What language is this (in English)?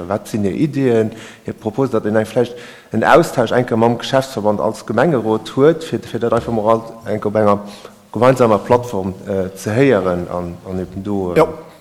Luxembourgish